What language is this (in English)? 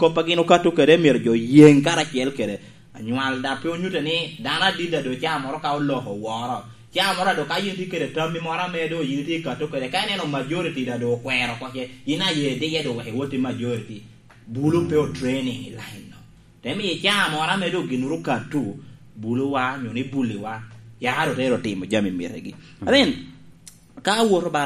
Lango (Uganda)